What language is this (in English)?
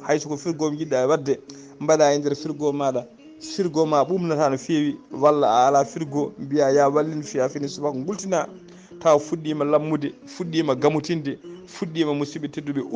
Fula